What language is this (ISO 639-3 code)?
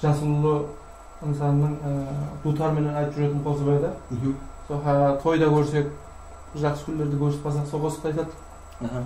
kaa